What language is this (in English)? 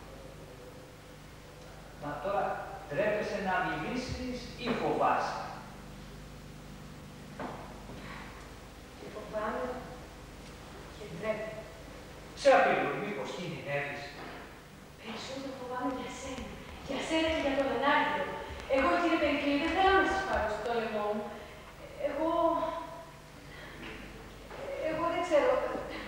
Greek